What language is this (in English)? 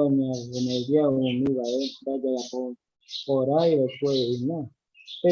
Guarani